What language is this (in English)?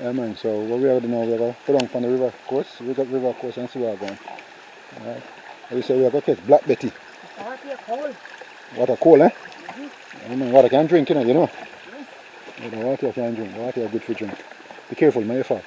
Jamaican Creole English